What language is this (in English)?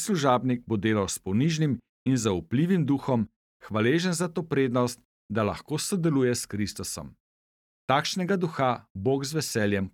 Slovenian